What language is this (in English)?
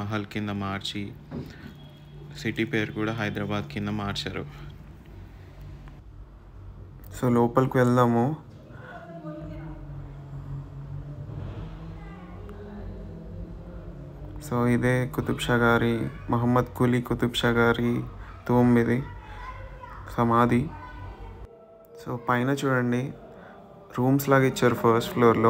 Telugu